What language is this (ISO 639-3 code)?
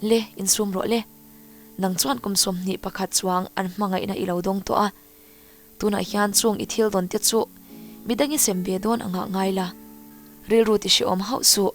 lus